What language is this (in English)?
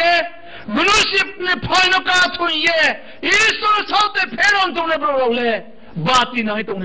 Riang (India)